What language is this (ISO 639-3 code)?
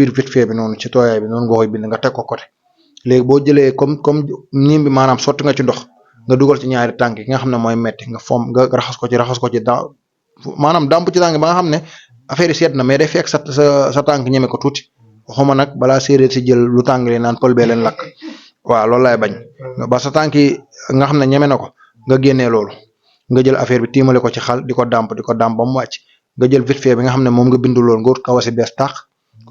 wol